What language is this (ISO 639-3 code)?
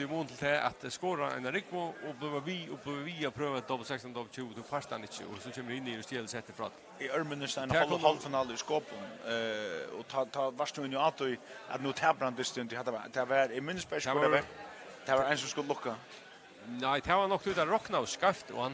fao